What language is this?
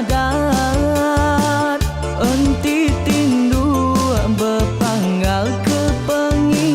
Iban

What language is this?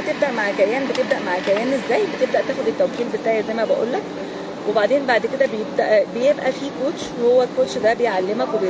Egyptian Arabic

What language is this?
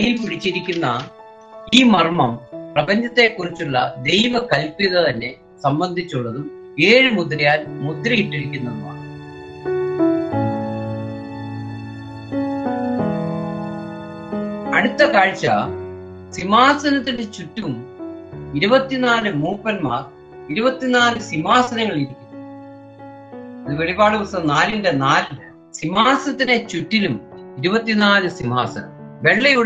Malayalam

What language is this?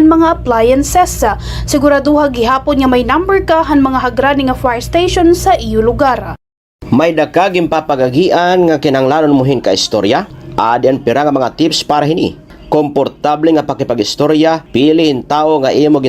Waray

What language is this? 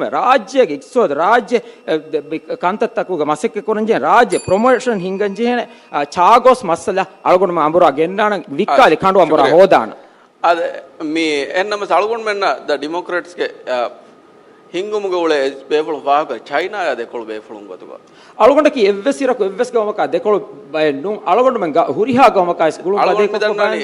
Divehi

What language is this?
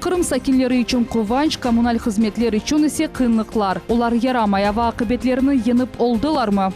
Crimean Tatar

